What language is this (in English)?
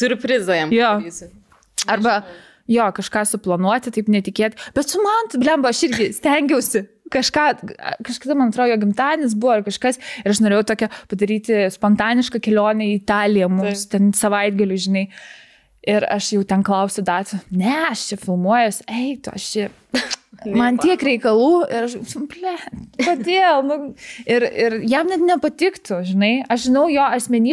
Lithuanian